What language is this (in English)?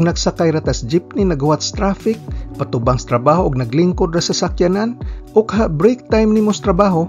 Cebuano